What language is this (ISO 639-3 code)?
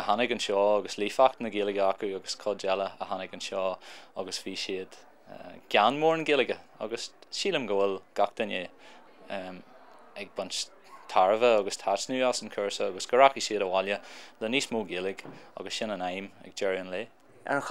gle